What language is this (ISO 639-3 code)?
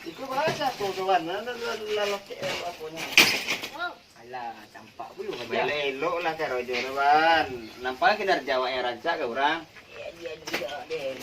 min